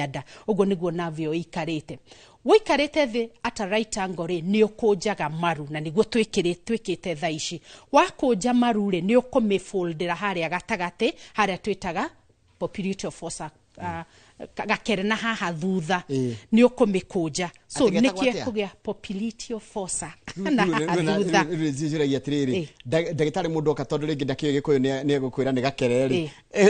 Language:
Kikuyu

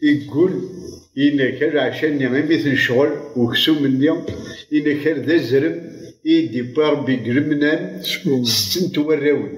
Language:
Kabyle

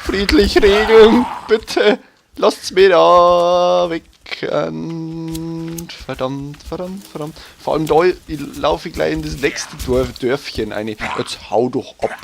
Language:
Bavarian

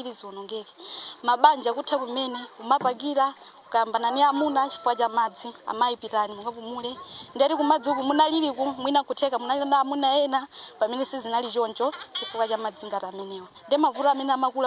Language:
Nyanja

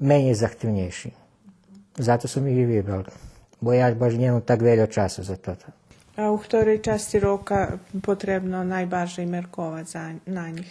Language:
Rusyn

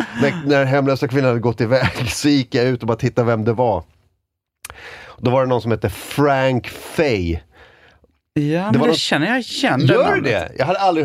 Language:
Swedish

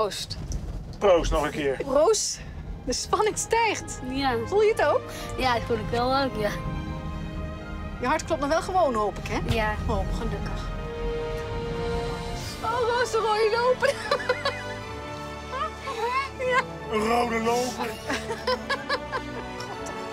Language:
Dutch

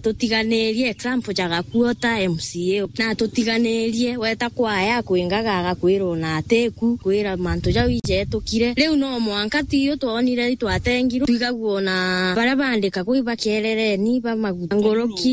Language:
Meru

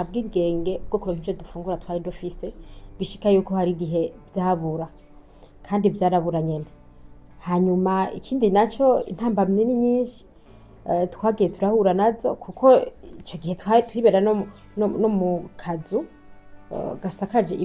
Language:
Rundi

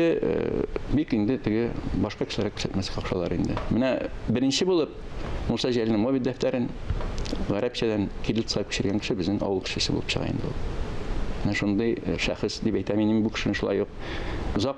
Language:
Tatar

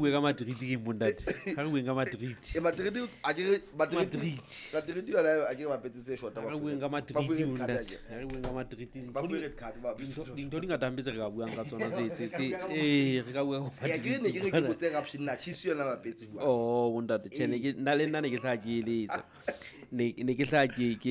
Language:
Southern Sotho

